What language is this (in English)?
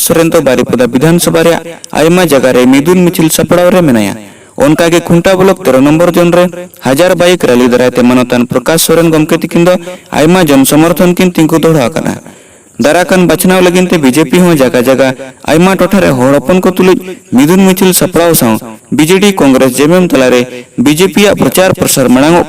Santali